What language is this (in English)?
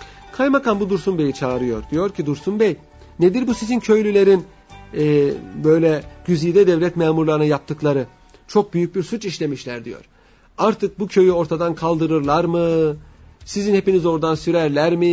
Turkish